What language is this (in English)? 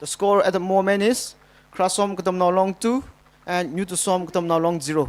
Tangkhul Naga (India)